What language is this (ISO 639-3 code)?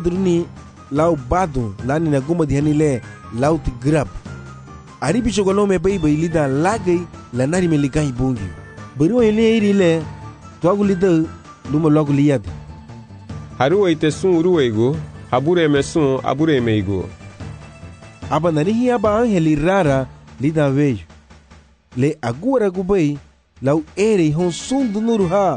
cab